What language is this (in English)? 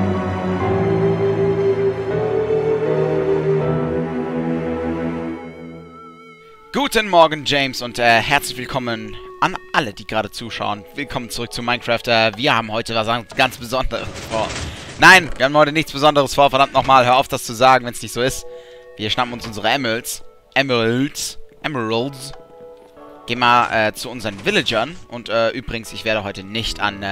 German